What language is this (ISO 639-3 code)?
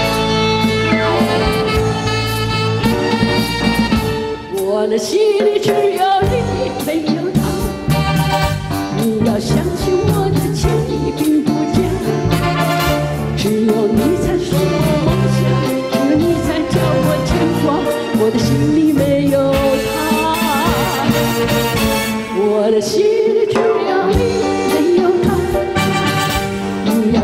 zho